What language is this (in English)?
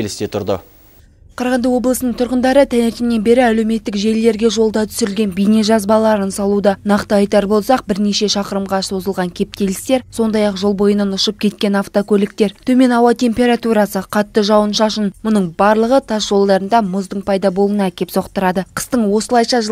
Kazakh